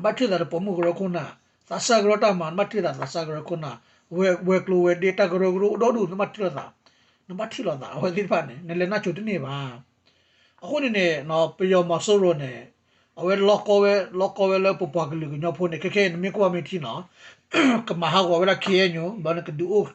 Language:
S'gaw Karen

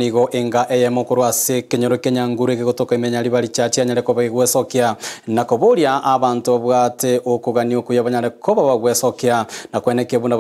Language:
Gusii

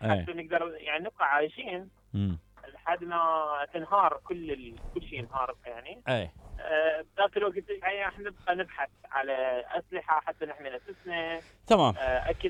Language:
Mesopotamian Arabic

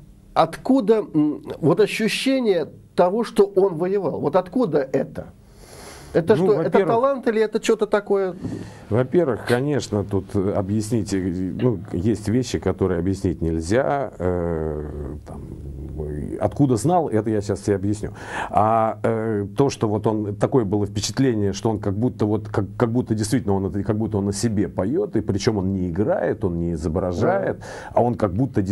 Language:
Russian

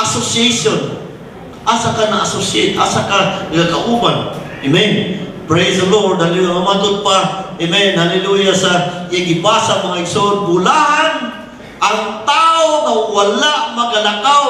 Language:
Cebuano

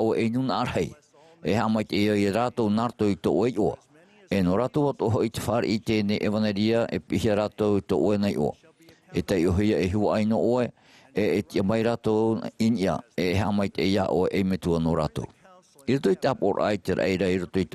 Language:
Tahitian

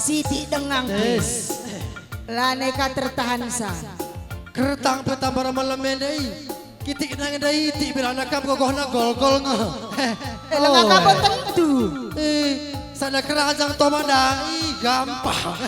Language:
Batak Karo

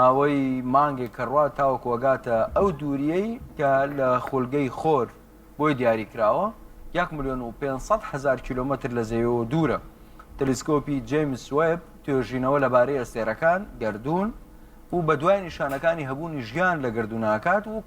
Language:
Central Kurdish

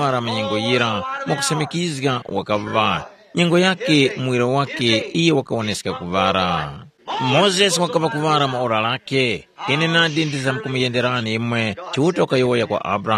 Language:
Tumbuka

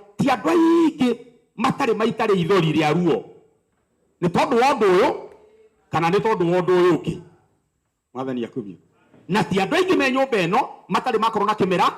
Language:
Kikuyu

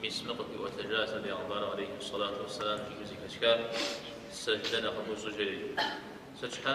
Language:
Kabardian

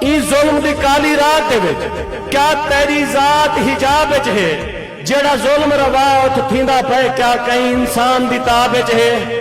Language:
Saraiki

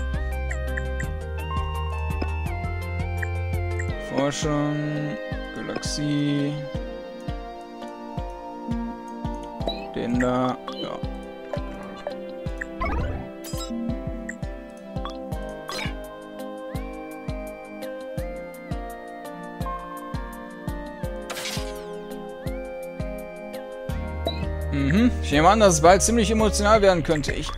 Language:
German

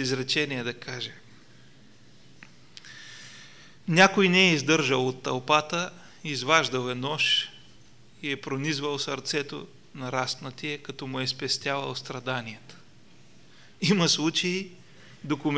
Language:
Bulgarian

